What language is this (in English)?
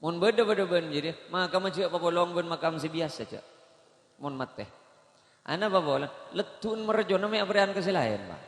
Madurese